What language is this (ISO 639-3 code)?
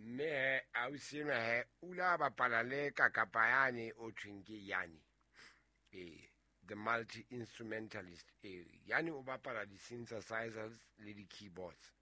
sot